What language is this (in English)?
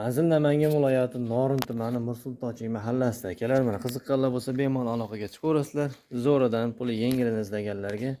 Uzbek